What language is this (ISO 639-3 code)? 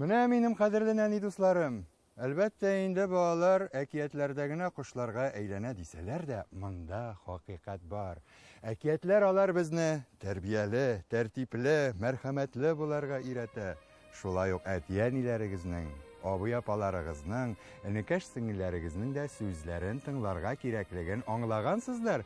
tat